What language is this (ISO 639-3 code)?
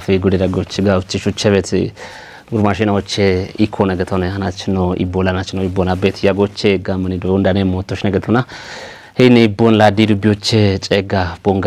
kbr